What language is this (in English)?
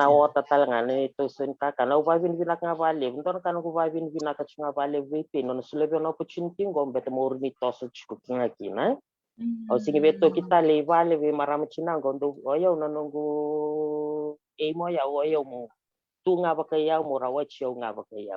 Fijian